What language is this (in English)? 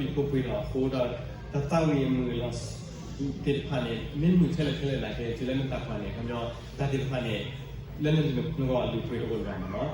S'gaw Karen